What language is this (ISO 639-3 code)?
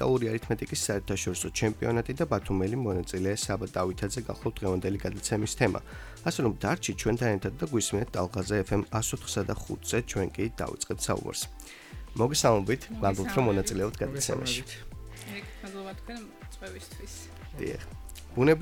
kat